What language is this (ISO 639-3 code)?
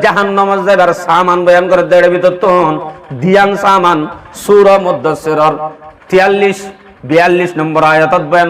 rhg